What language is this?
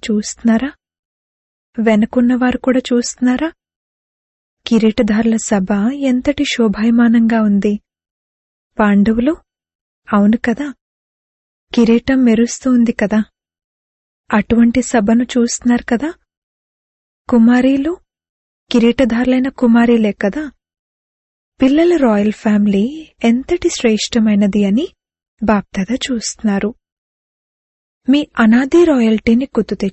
Telugu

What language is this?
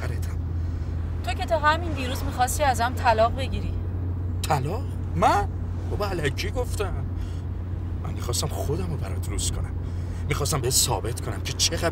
Persian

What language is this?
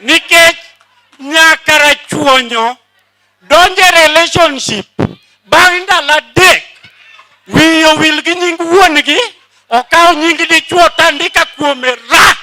Luo (Kenya and Tanzania)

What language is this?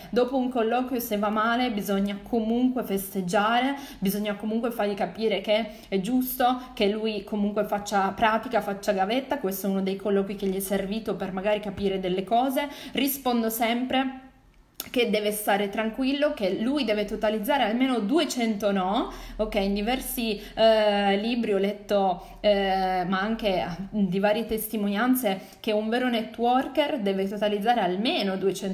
Italian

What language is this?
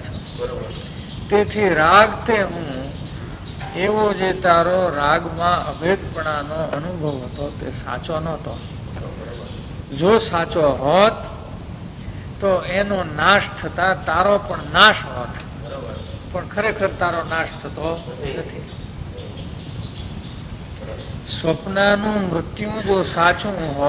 Gujarati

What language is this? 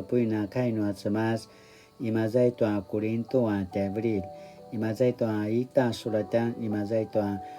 Paiwan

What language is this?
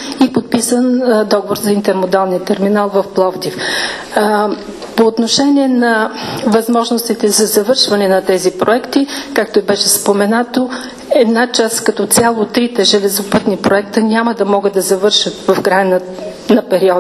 Bulgarian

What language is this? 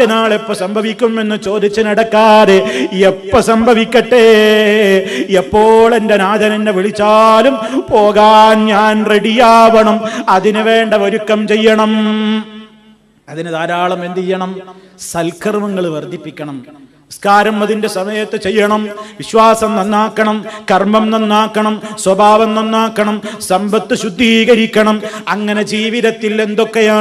Malayalam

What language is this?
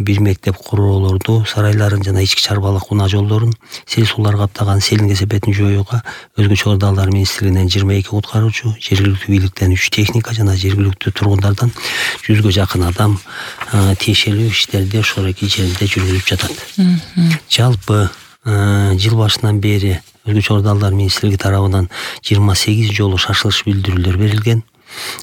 Kyrgyz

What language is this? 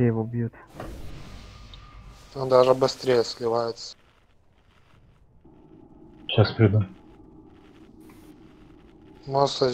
Russian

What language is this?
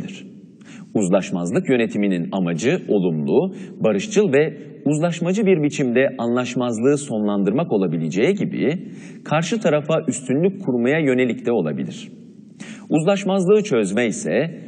Turkish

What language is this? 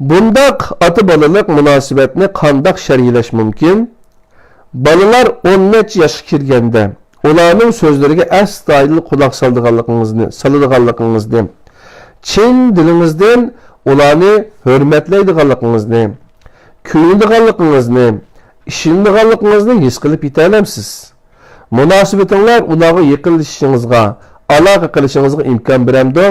Uyghur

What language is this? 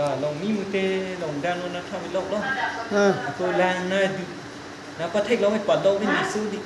Karbi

